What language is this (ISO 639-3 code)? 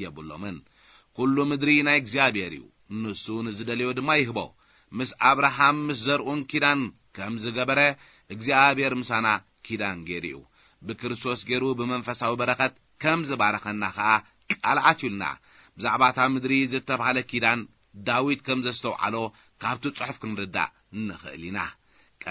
tir